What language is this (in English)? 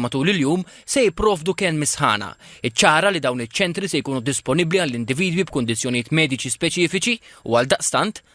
Maltese